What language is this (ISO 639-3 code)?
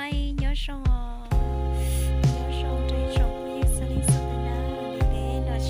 hmn